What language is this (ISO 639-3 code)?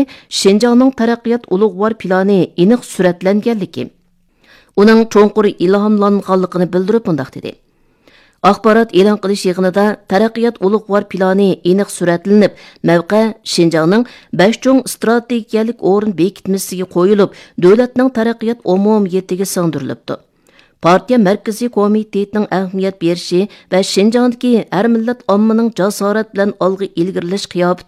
uig